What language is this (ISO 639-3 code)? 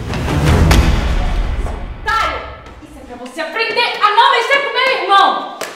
por